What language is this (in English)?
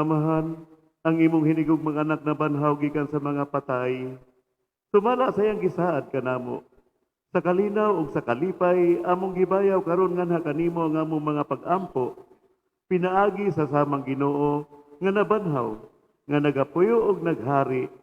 Cebuano